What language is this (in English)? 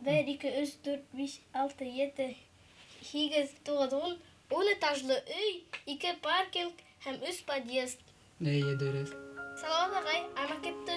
Bashkir